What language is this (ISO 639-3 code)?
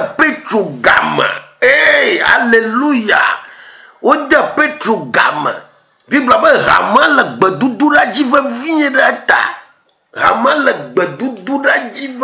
ewe